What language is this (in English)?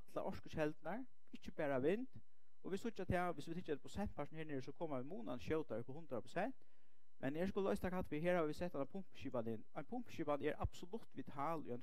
Faroese